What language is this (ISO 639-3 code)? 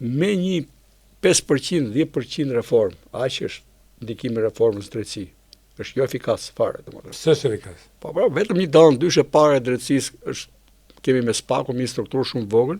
sqi